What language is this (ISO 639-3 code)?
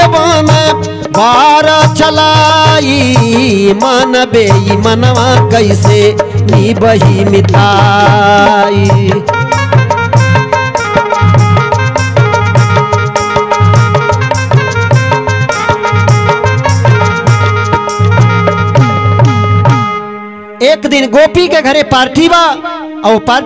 bho